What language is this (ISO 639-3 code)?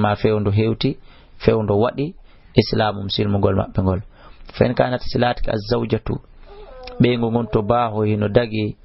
ful